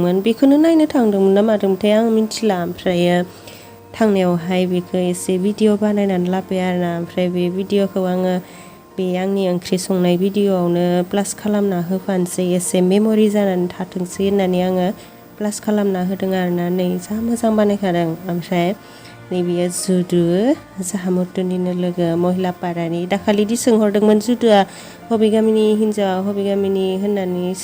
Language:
Bodo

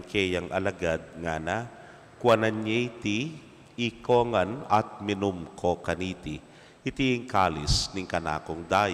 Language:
Pampanga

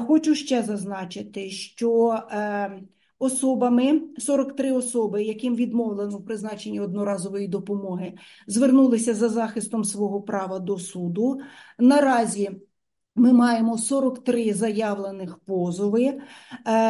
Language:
Ukrainian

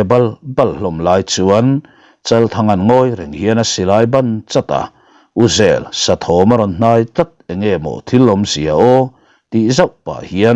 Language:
Mizo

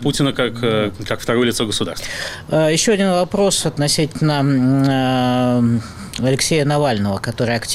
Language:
Russian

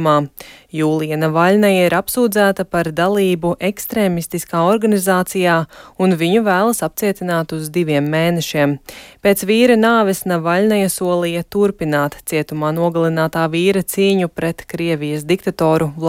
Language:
Latvian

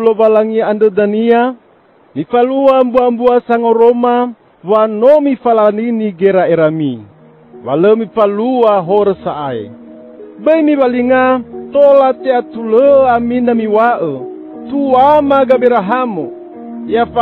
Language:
Nias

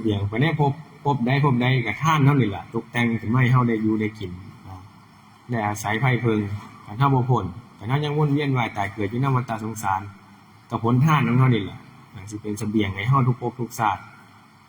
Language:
Northeastern Thai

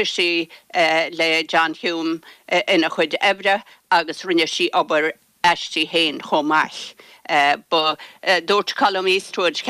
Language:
Irish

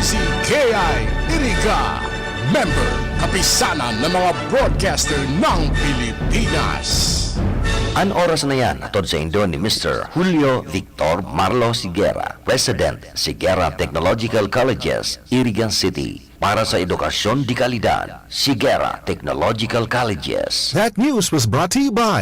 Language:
Bikol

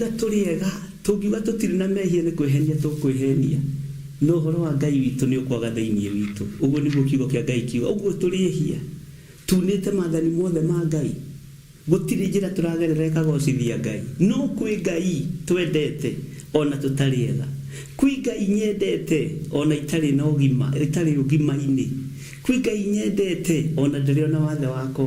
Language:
Kikuyu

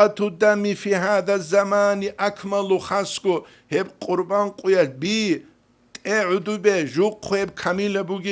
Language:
Avaric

